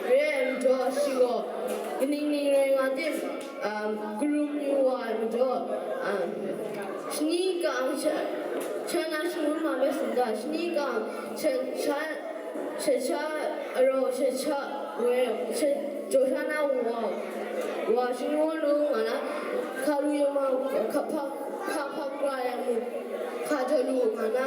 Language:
Kachin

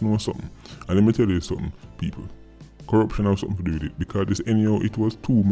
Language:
Jamaican Creole English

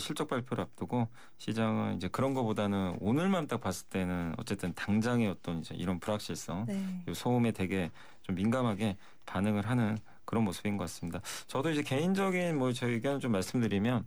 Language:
Korean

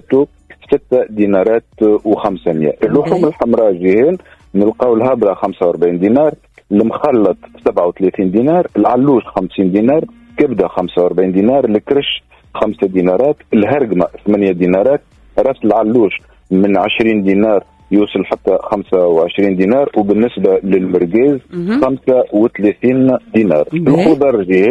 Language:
Tunisian Arabic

